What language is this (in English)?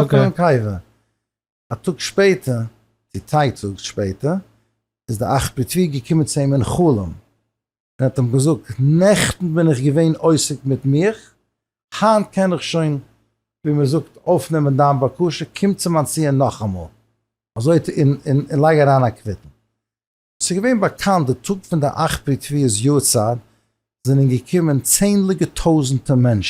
Yiddish